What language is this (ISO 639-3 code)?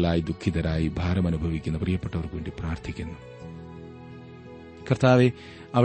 mal